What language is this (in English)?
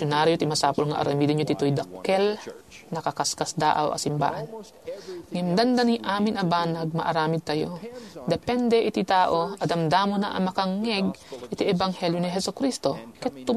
Iloko